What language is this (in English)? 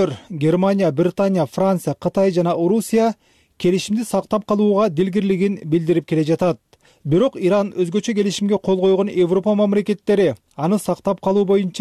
Kyrgyz